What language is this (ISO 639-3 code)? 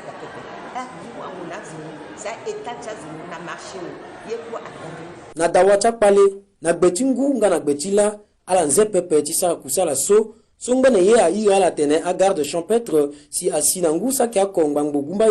sag